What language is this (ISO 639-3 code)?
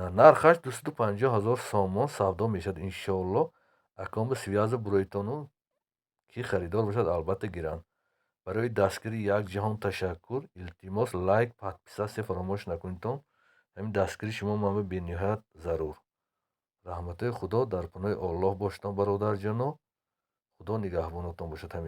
tgk